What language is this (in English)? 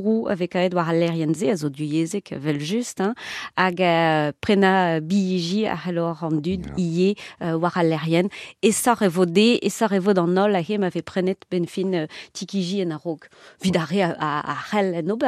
Breton